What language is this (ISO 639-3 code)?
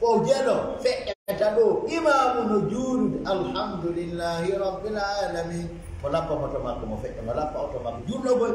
ful